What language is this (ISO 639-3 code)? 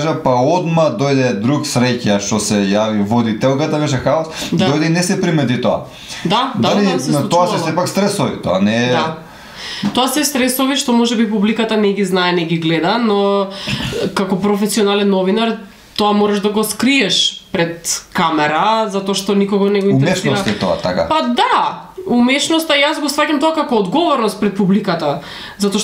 mkd